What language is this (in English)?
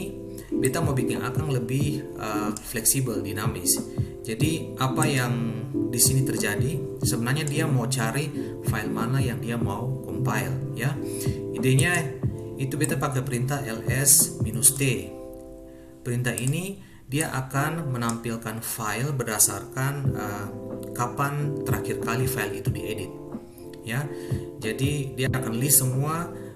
Ambonese Malay